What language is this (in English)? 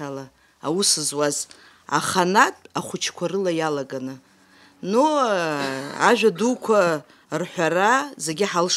Abkhazian